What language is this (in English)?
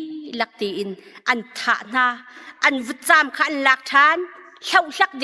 Hakha Chin